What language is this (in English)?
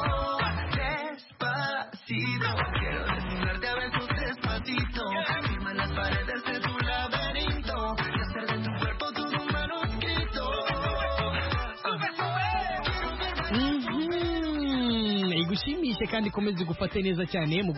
Kinyarwanda